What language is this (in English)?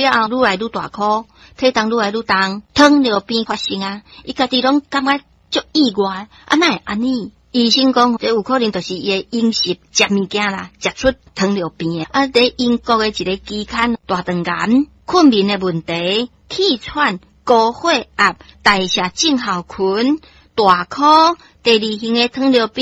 Min Nan Chinese